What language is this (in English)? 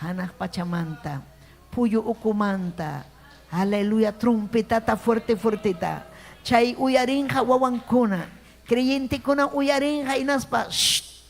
Ayacucho Quechua